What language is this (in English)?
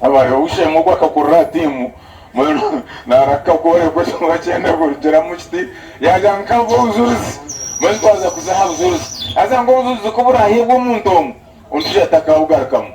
Nyankole